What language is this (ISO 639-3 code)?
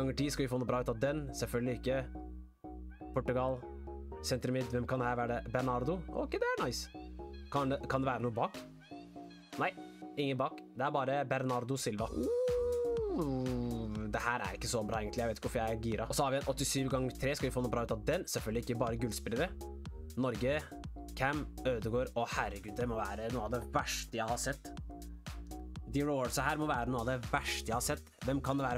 nor